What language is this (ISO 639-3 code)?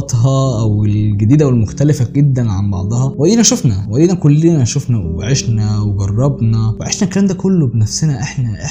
arz